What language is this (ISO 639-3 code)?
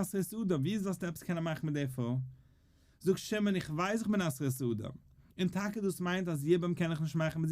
yid